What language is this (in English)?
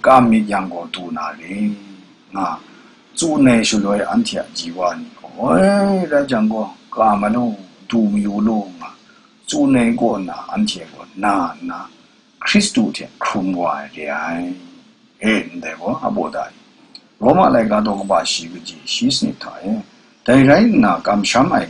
Kachin